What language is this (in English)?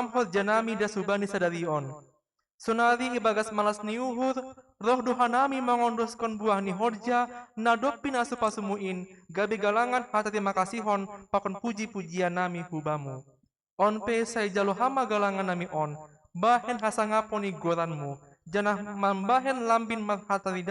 Batak Simalungun